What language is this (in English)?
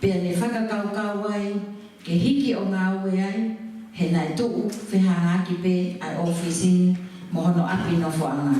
Tongan